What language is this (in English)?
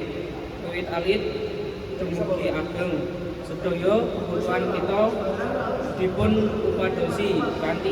Javanese